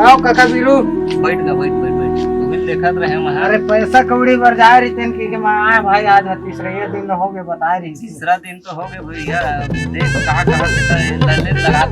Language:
Chhattisgarhi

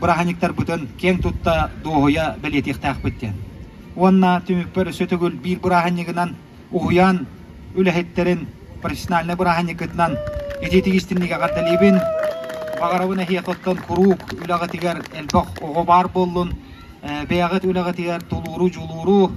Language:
Yakut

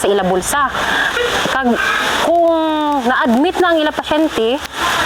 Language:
Hiligaynon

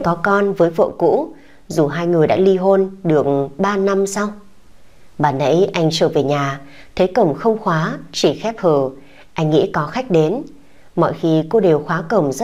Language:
Vietnamese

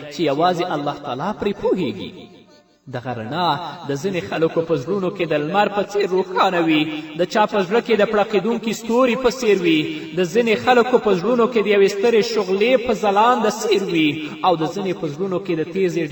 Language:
Pashto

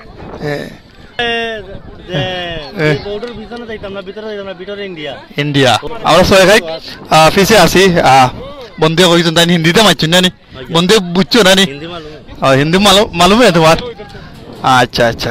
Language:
Sylheti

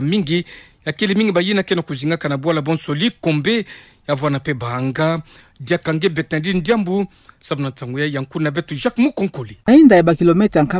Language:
Kituba (Democratic Republic of Congo)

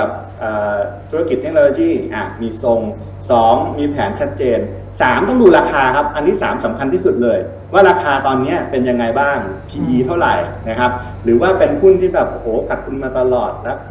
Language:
Thai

